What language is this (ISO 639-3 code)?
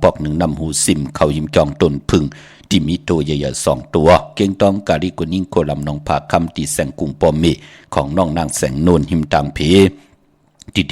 shn